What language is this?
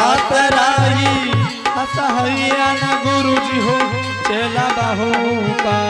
Angika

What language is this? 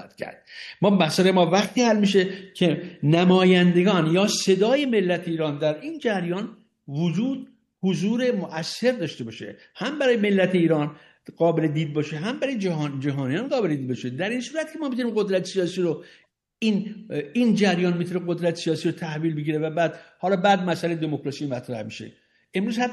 Persian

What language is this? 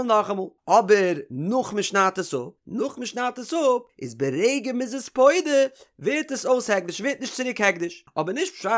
Yiddish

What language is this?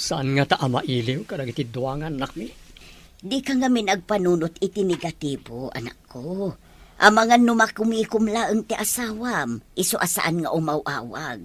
Iloko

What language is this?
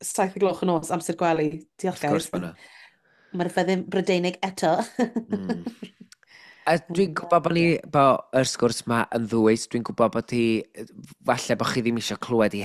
Welsh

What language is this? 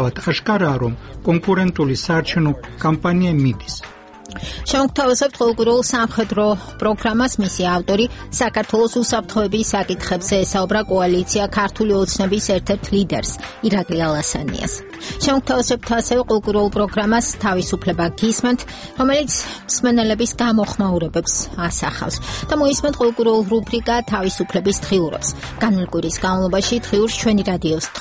Georgian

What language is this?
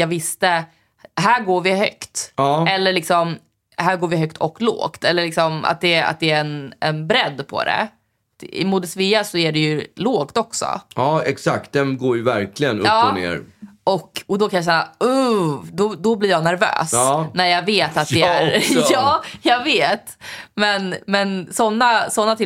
Swedish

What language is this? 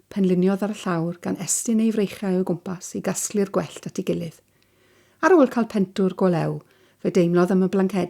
Welsh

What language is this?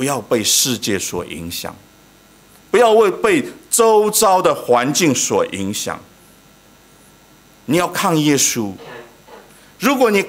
Chinese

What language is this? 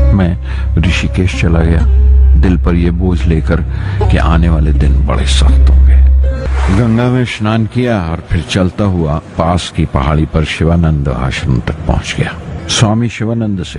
Urdu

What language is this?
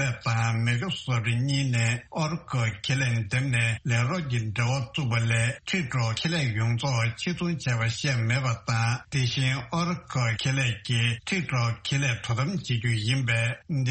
Tibetan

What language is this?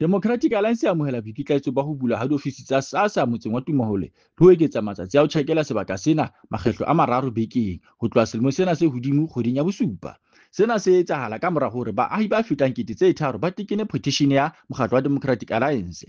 Southern Sotho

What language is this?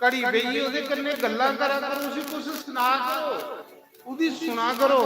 Dogri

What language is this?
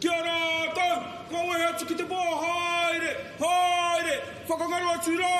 Māori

